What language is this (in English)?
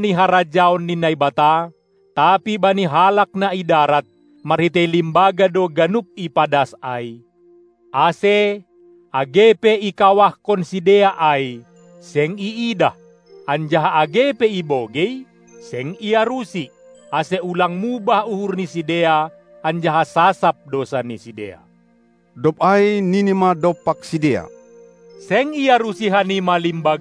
Batak Simalungun